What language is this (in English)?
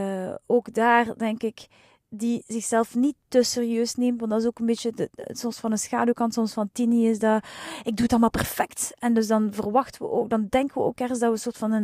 Dutch